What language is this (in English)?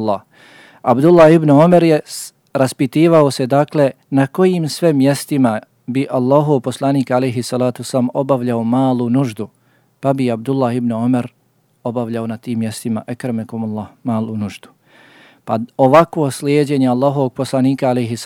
Bosnian